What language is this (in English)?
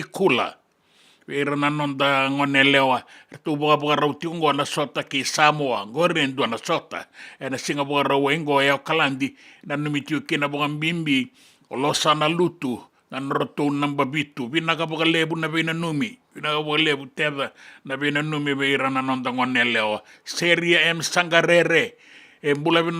Fijian